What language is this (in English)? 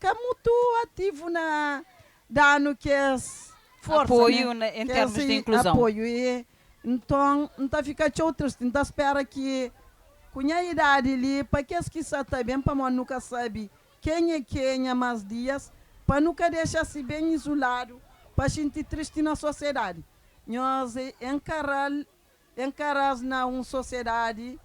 Kabuverdianu